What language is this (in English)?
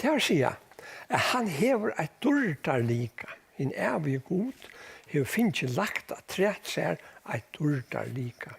Faroese